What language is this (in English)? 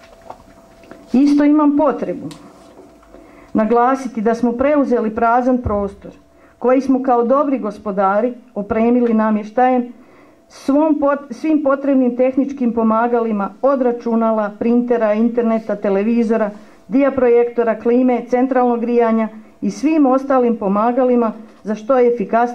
Croatian